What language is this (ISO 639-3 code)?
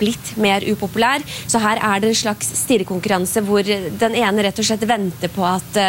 nor